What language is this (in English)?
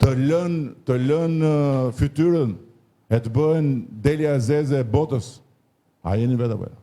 Albanian